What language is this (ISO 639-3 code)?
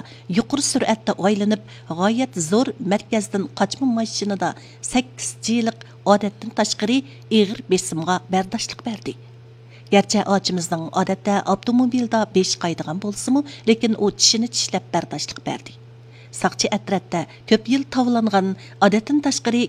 uig